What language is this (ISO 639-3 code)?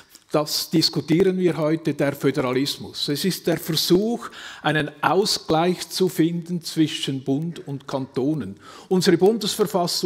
deu